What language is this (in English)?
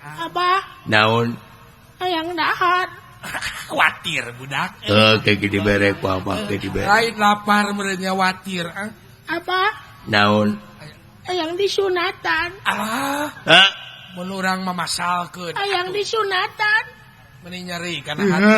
Sundanese